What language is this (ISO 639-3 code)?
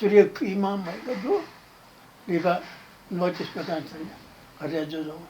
new